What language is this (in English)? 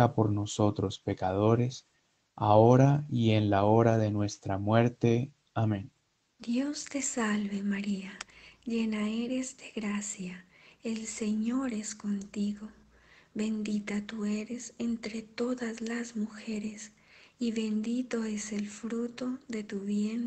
Spanish